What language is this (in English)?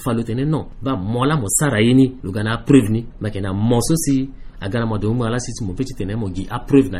Sango